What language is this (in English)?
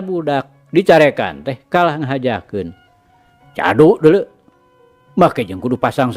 Sundanese